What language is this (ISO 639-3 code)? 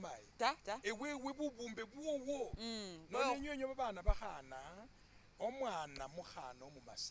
myx